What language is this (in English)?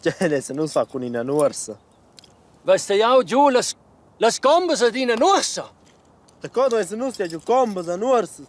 Romansh